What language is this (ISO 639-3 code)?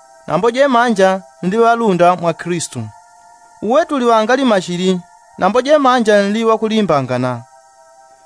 yao